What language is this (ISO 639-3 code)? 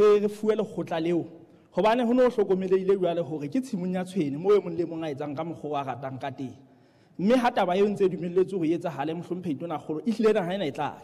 sot